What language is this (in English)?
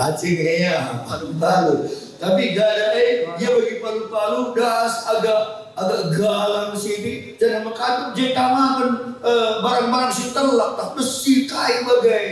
Batak Karo